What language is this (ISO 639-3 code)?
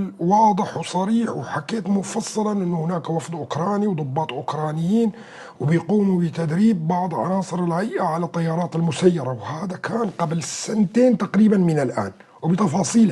apc